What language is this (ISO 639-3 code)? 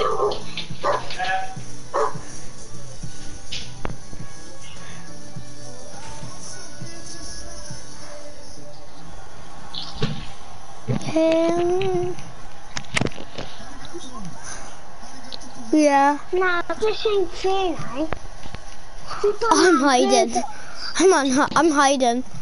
eng